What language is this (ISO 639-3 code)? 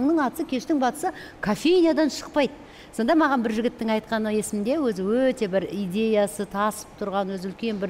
kaz